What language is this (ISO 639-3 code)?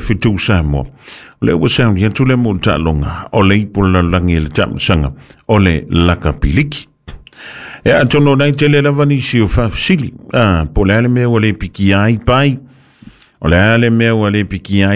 smo